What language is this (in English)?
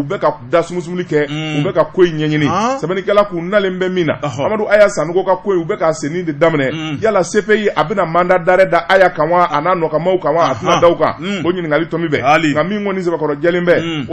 Bambara